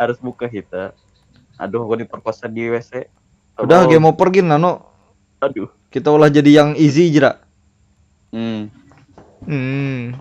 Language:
Banjar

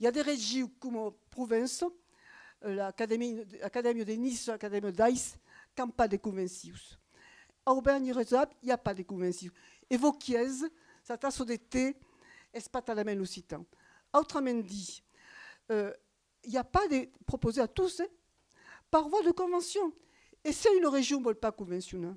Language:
Occitan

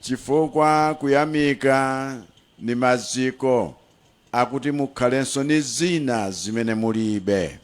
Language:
Nyanja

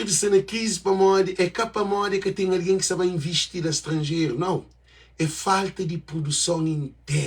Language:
Kabuverdianu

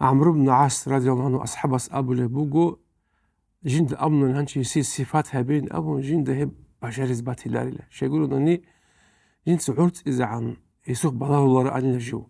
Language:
Avaric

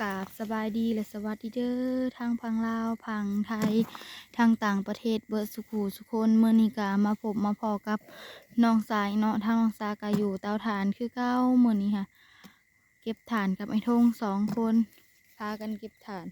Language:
Northeastern Thai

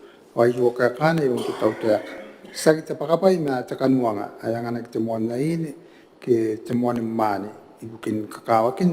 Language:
Gilbertese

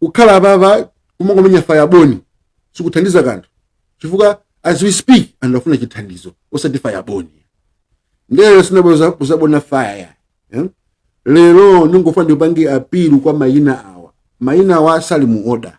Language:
Nyanja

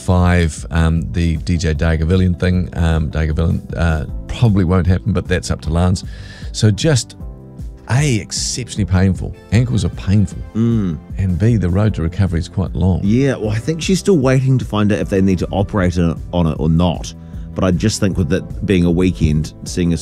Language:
English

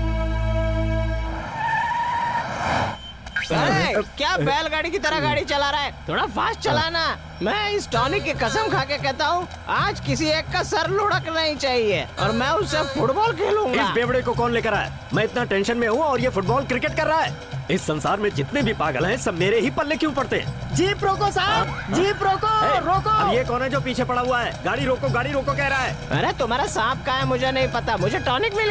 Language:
Hindi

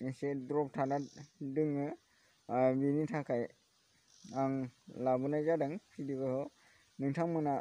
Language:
Bodo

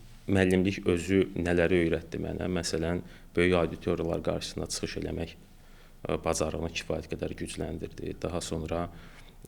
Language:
Azerbaijani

